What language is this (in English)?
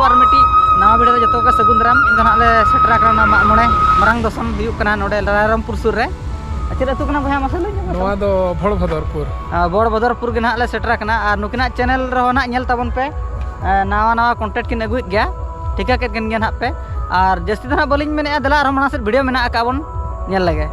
Santali